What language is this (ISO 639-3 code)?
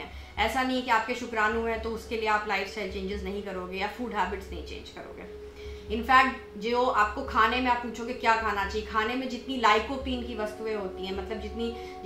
hin